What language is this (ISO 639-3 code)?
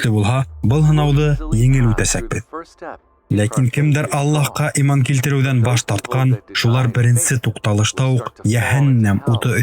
bak